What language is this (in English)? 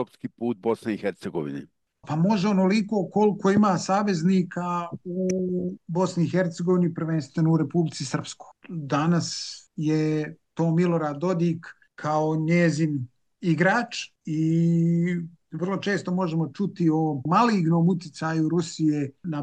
Bosnian